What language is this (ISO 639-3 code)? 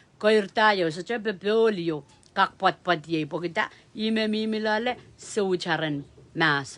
pon